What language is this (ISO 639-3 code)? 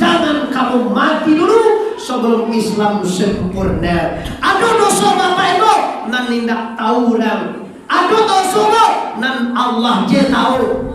min